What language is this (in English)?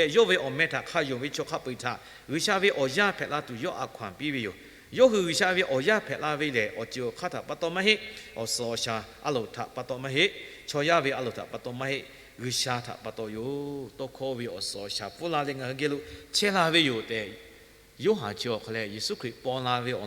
Lahu